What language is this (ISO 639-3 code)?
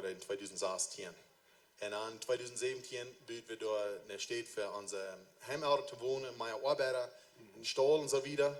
pdt